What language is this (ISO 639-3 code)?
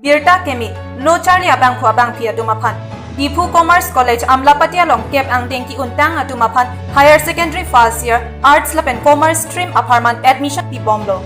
mjw